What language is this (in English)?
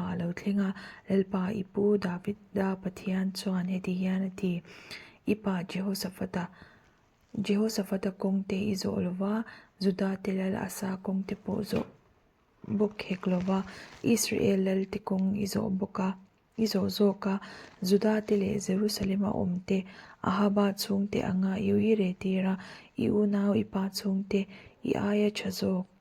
Mizo